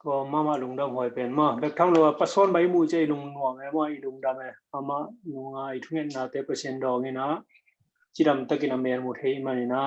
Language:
Tedim Chin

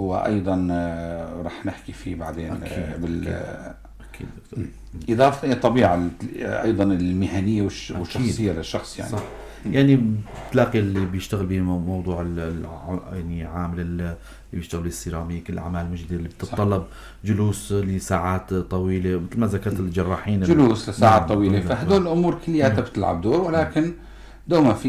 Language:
North Levantine Arabic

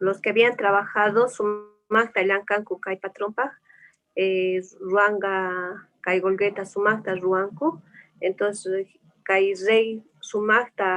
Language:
Quechua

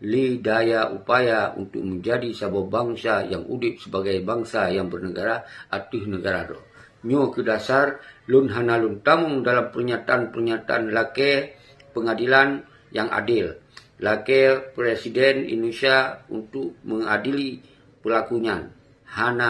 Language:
Achinese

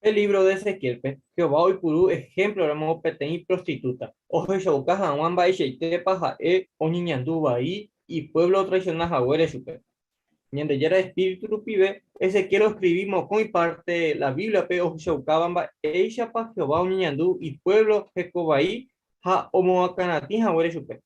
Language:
Guarani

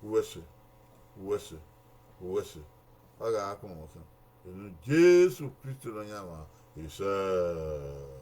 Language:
Bini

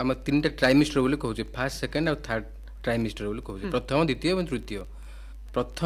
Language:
Odia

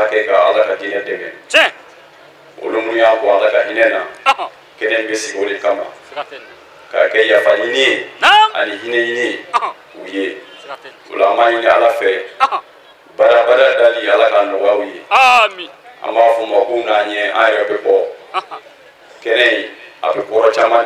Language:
Bambara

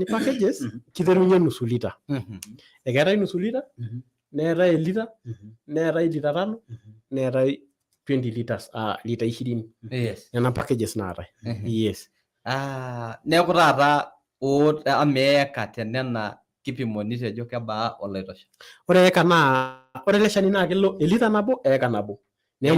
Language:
Masai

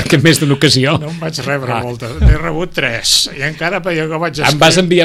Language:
Catalan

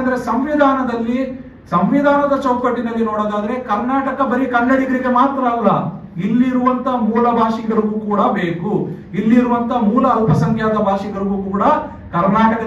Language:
Kannada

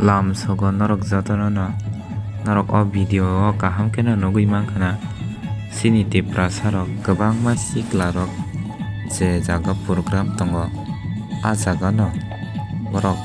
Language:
Kok Borok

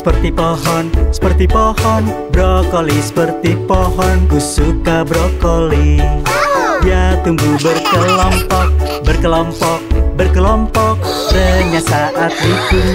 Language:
Indonesian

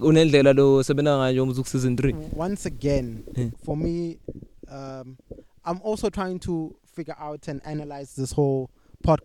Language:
English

